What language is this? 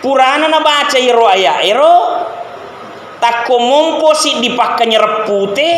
Buginese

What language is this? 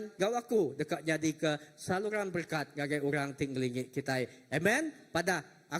Iban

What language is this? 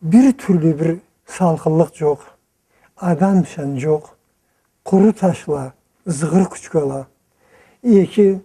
Karachay-Balkar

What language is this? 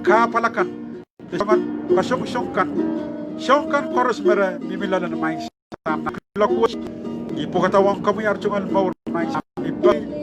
Pohnpeian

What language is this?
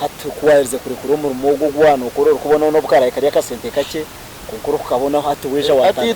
Nyankole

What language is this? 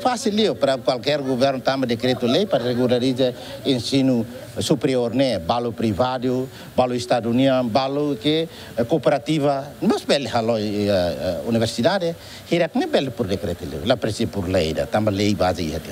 Tetum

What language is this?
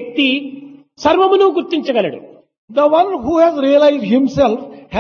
Telugu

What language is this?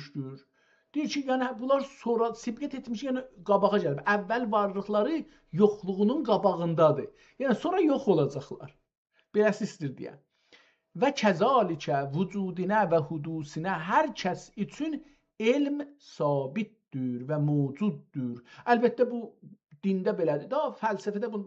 South Azerbaijani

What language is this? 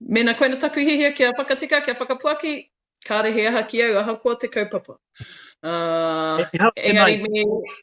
Māori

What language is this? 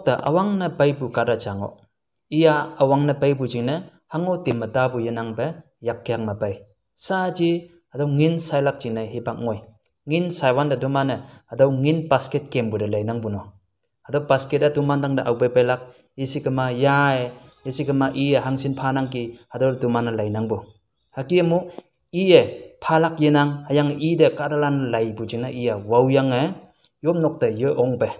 Konyak Naga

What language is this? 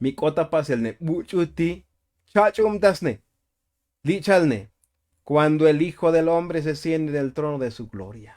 Tzotzil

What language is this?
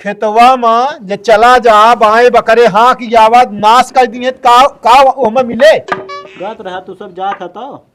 Awadhi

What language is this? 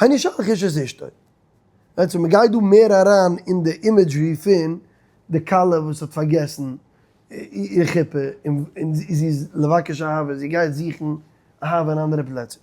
Yiddish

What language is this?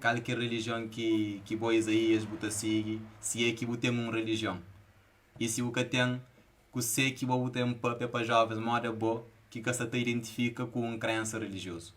Kabuverdianu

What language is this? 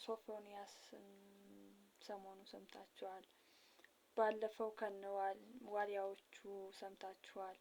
Amharic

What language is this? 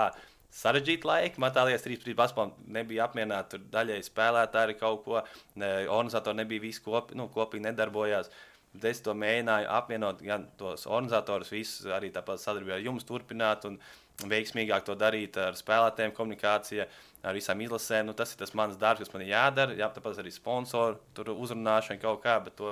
Latvian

